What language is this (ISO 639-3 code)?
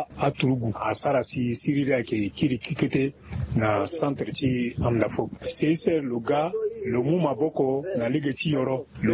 sag